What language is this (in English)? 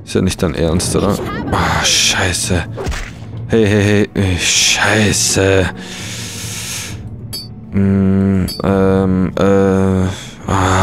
German